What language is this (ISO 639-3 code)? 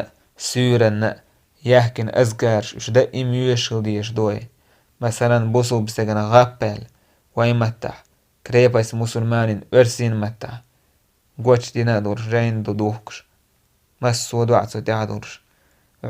che